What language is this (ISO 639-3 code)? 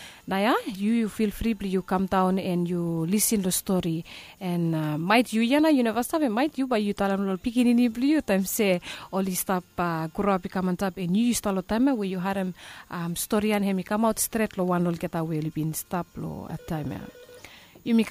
bis